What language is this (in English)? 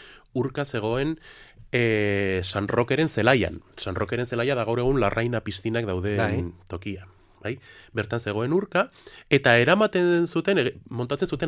Basque